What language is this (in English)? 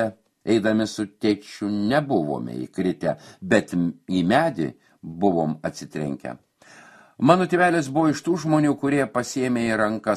Lithuanian